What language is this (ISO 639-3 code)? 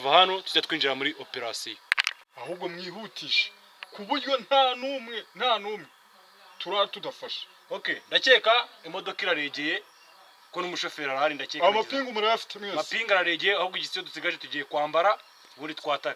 kin